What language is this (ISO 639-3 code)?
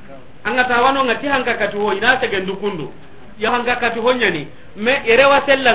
snk